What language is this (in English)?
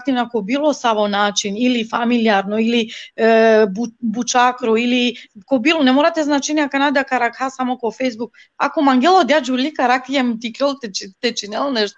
Balkan Romani